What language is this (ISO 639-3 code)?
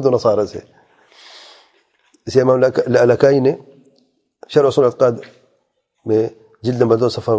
urd